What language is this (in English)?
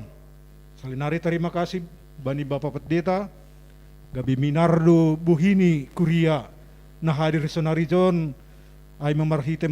Batak Simalungun